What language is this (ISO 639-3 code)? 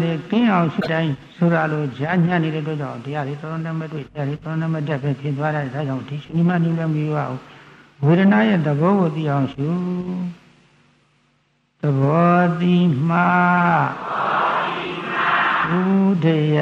mya